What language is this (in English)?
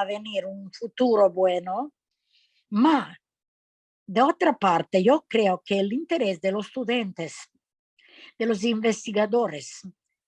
Ladino